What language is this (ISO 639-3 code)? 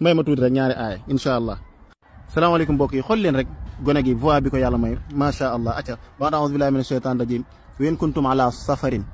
wol